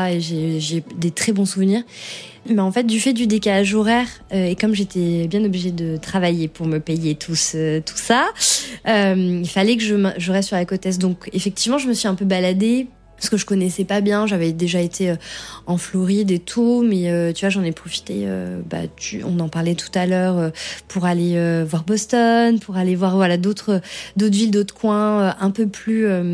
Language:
French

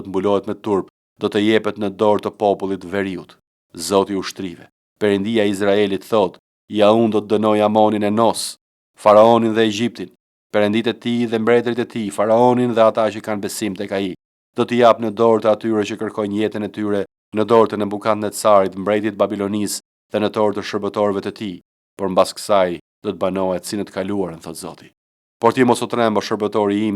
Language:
Albanian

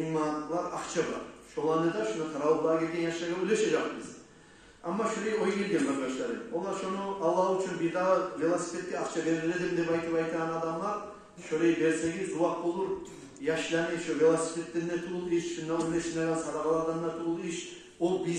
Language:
Kumyk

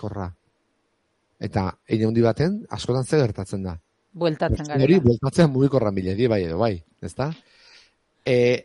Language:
Basque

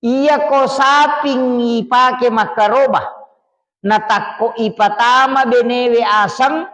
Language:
Buginese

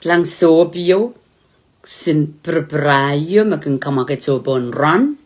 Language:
Pohnpeian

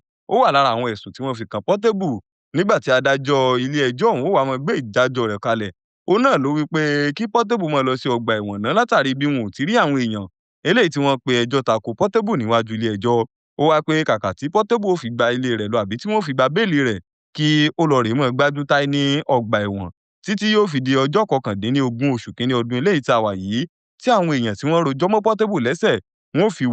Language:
Yoruba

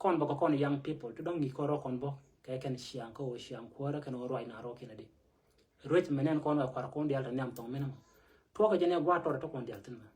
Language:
Nuer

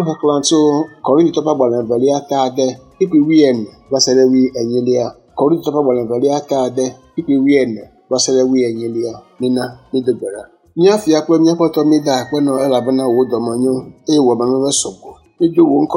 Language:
Ewe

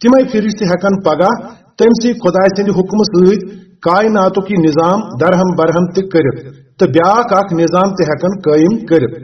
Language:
Kashmiri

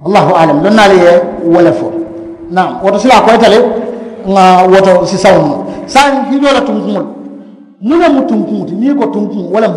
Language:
Mandingo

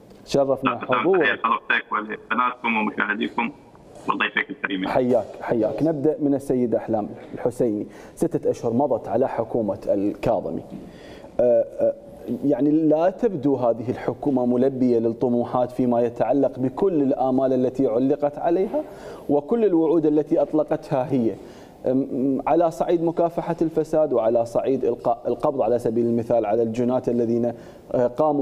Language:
Mesopotamian Arabic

